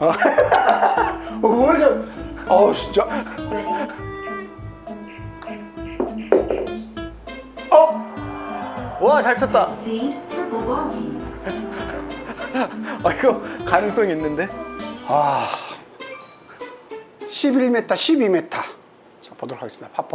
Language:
Korean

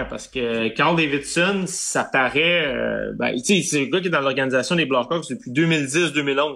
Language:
French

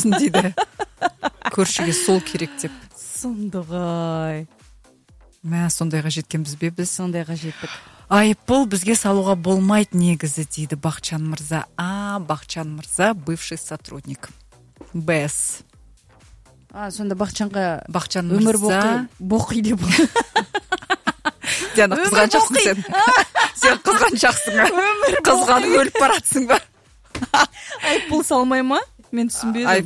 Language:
Kazakh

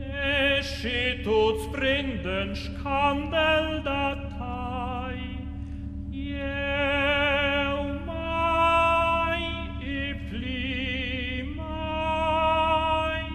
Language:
Romansh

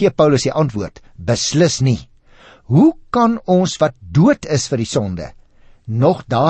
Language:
Afrikaans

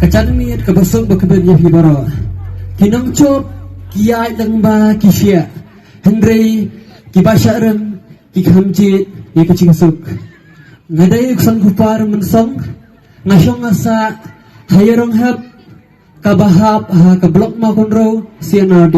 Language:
Khasi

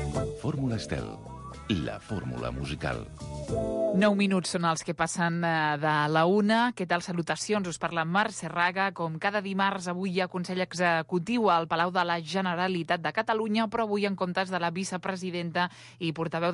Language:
Catalan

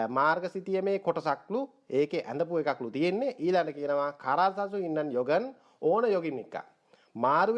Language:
Sinhala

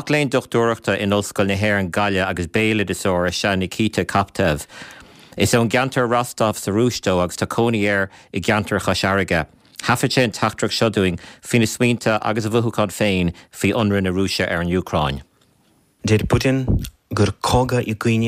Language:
Irish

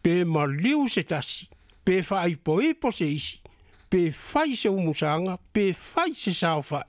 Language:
Samoan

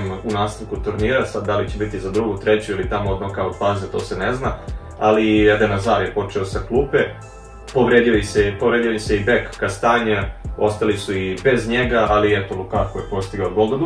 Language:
Serbian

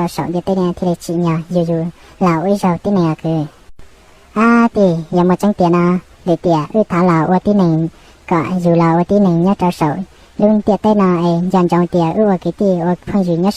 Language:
Hmong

